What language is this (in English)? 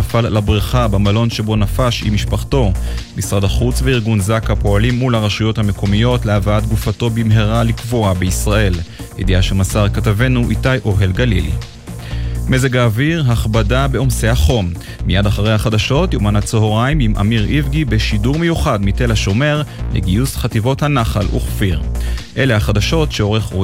Hebrew